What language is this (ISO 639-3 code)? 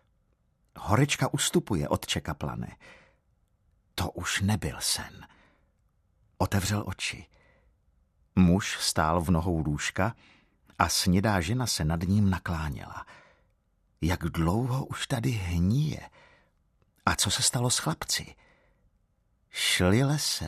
ces